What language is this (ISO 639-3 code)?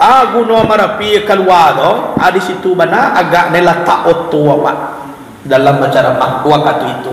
min